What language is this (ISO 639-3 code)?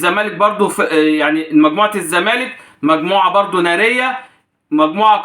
arz